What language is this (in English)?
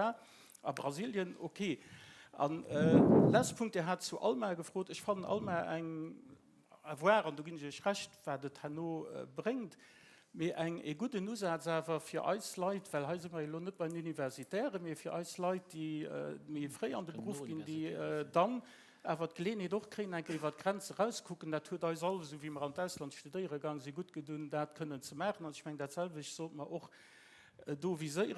Luxembourgish